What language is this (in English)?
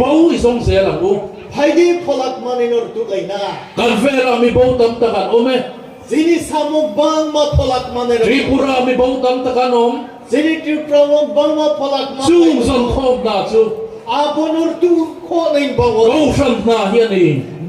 Riang (India)